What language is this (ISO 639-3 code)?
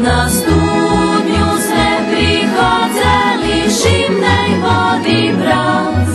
rue